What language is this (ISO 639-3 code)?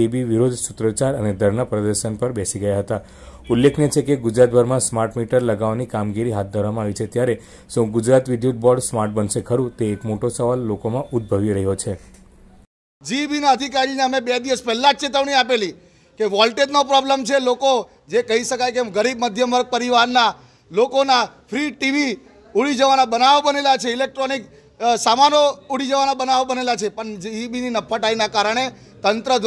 guj